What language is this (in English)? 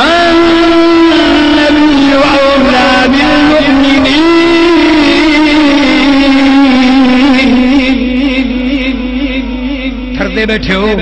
Saraiki